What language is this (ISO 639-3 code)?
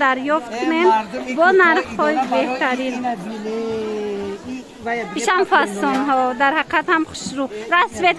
tgk